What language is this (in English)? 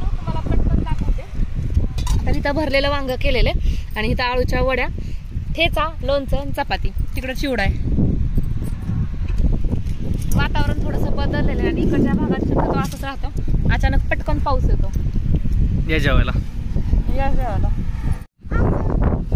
Marathi